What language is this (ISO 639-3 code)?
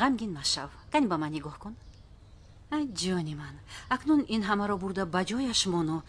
tgk